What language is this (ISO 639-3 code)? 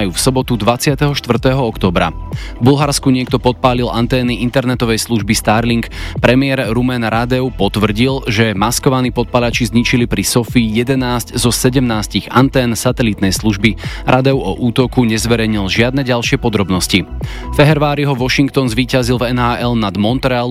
slk